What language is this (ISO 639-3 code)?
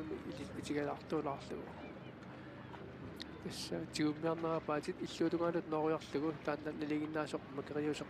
kal